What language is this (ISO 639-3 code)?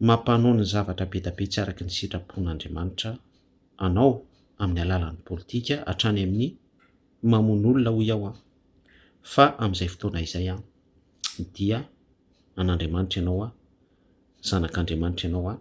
mlg